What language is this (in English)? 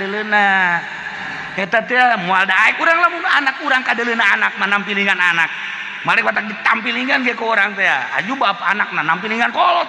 Sundanese